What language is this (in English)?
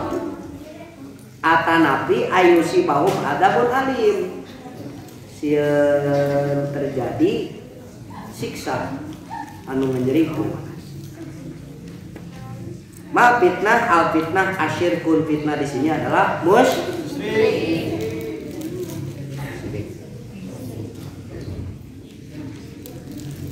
Sundanese